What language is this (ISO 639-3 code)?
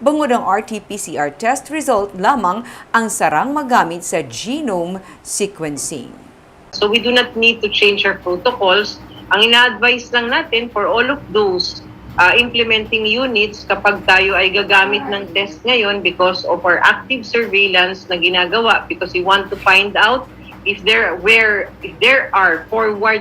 hil